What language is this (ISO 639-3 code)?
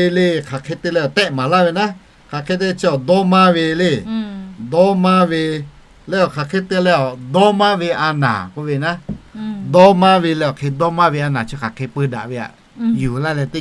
lhu